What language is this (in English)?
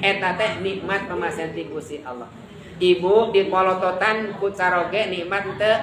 Sundanese